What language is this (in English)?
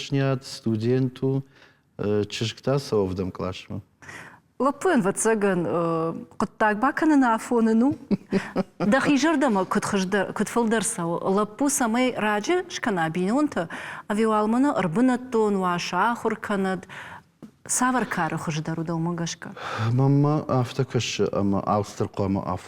Ossetic